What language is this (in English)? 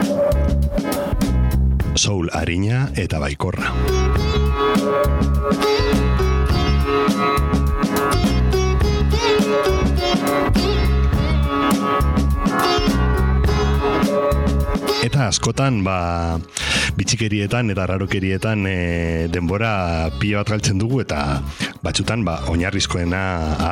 Basque